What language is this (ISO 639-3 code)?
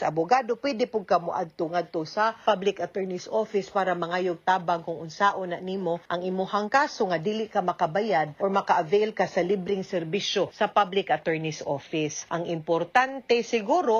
ceb